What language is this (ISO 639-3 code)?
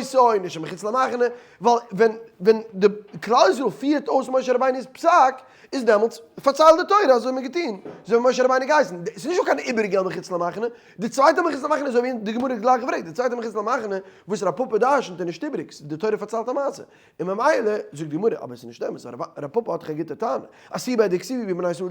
yid